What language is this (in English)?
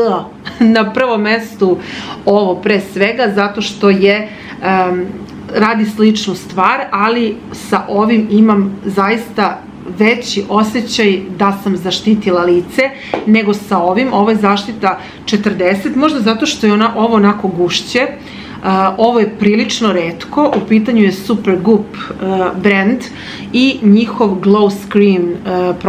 Serbian